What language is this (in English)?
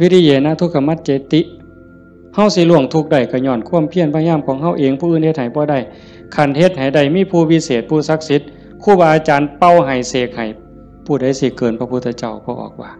Northeastern Thai